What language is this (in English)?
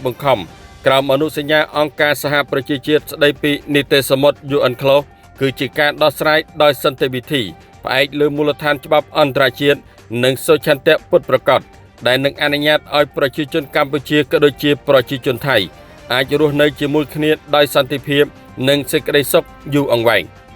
Khmer